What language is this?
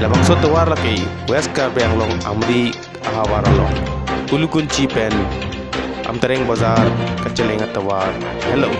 Karbi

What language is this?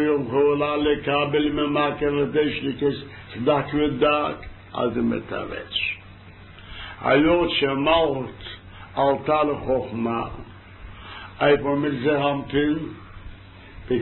Hebrew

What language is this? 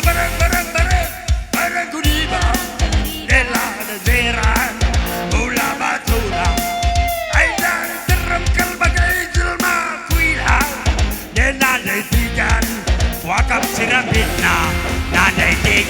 Batak Karo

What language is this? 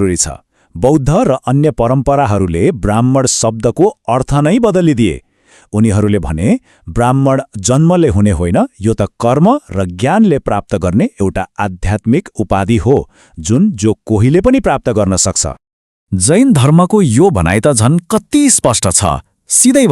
Nepali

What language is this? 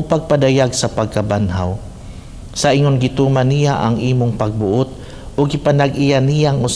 Cebuano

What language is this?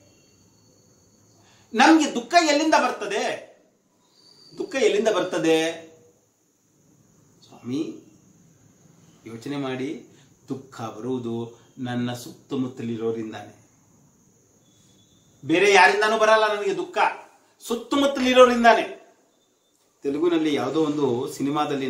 Kannada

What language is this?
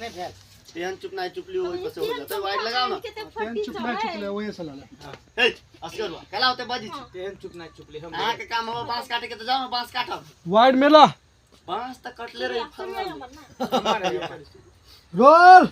Maithili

